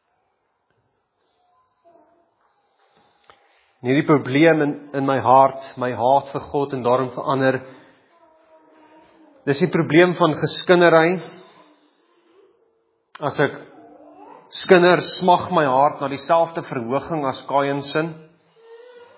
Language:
Afrikaans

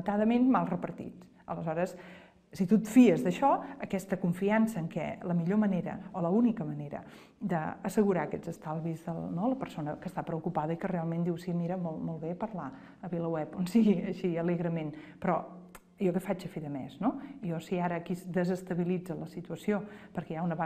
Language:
Catalan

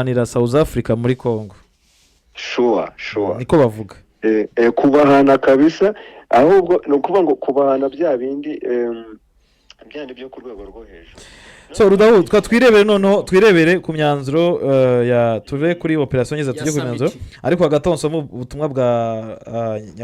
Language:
Kinyarwanda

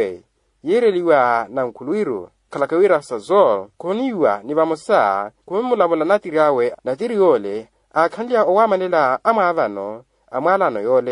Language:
Makhuwa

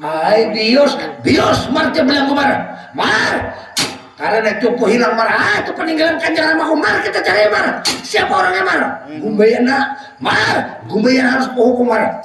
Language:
Banjar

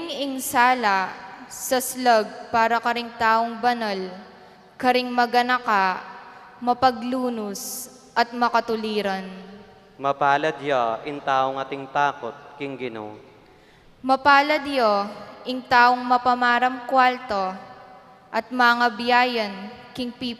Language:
Pampanga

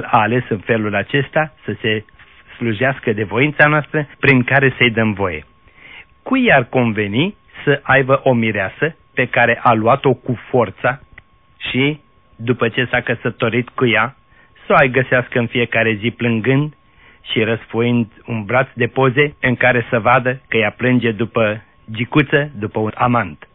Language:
Romanian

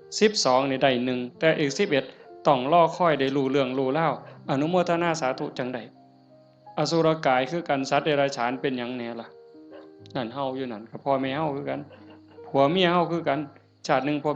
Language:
Northeastern Thai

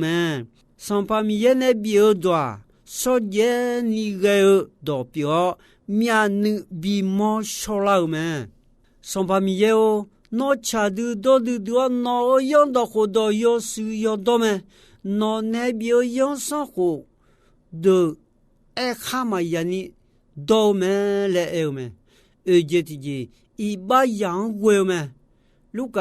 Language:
Akha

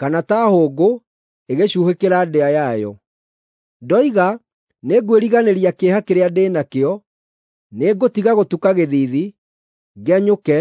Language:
Kikuyu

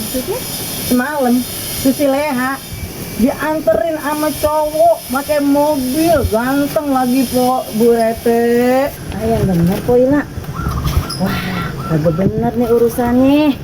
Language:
Betawi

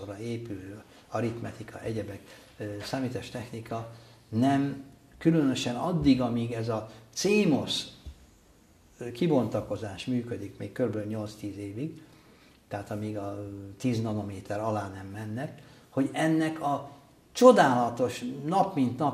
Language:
Hungarian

